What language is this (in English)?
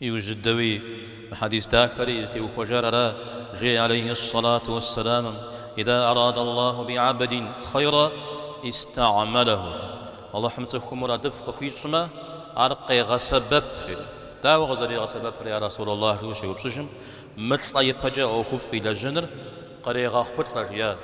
Kabardian